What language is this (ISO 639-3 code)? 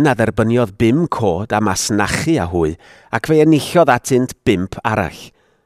cym